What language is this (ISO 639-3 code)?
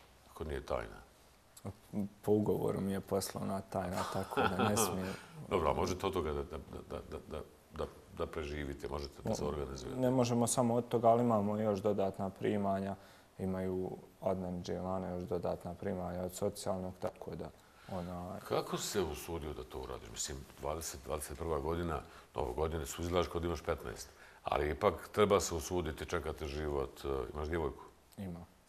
bos